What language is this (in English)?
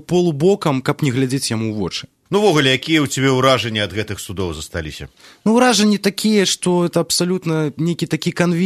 Belarusian